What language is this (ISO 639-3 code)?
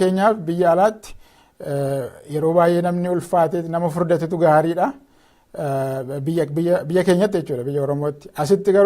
orm